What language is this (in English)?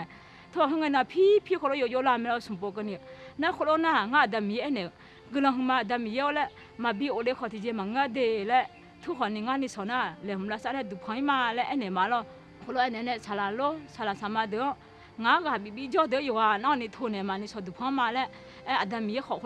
Akha